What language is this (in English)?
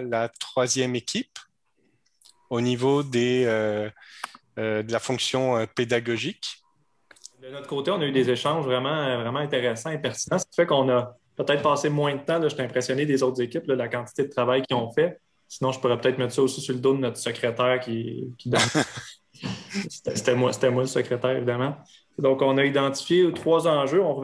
French